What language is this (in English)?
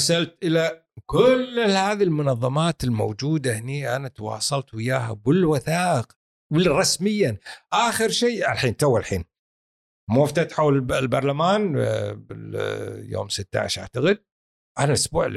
Gulf Arabic